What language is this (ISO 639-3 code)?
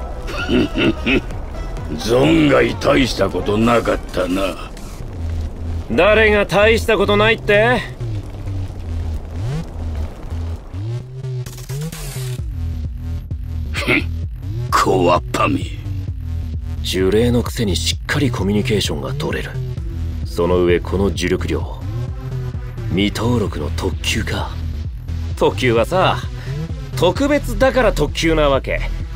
jpn